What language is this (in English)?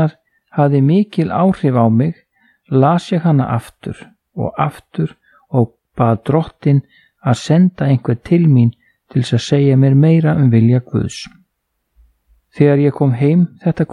Icelandic